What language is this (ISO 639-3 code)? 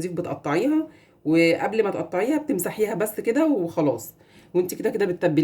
arz